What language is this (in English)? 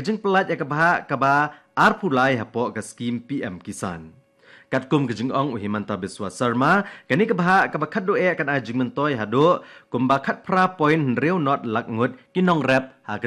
Khasi